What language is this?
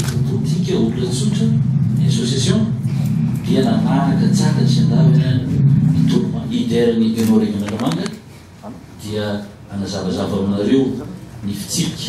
Malagasy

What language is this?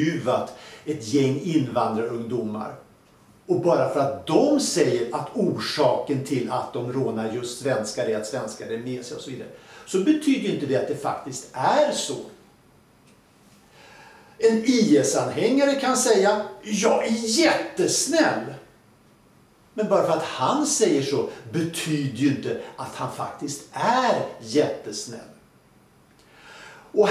Swedish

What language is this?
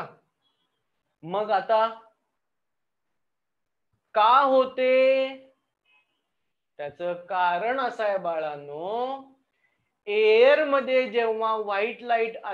Marathi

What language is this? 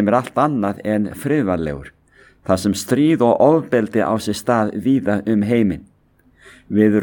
Icelandic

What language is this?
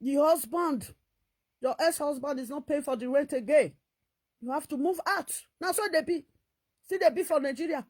Nigerian Pidgin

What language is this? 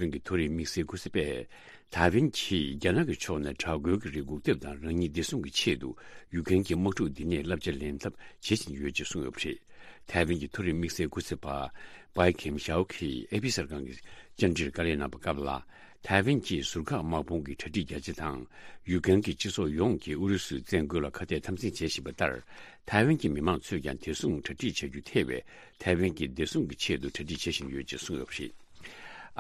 Tibetan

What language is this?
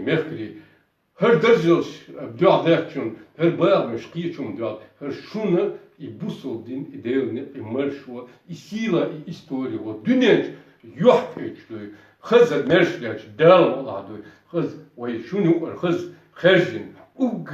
Chechen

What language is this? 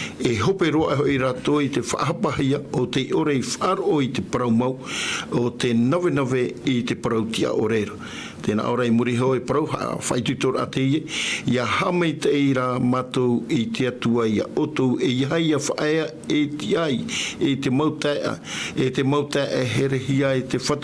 Tahitian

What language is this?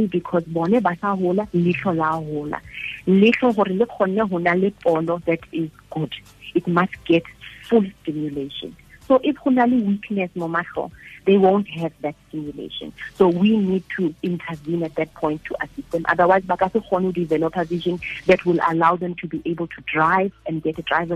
Tswana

